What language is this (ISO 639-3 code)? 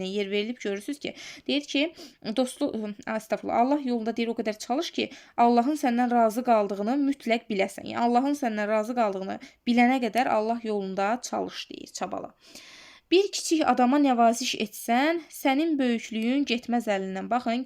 aze